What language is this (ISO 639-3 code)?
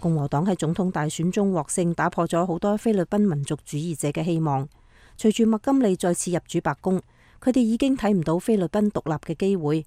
yue